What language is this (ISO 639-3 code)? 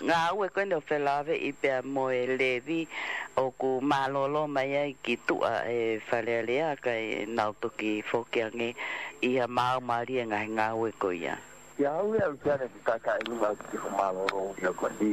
ton